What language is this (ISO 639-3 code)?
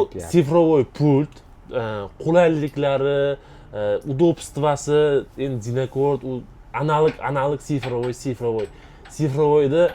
uzb